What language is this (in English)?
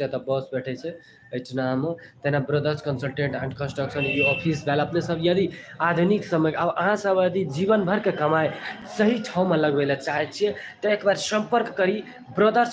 Maithili